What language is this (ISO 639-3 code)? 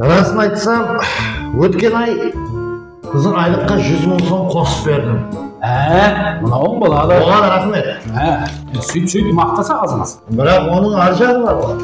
kaa